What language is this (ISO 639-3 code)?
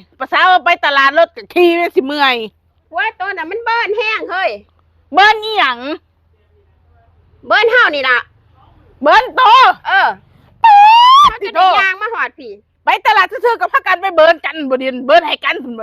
tts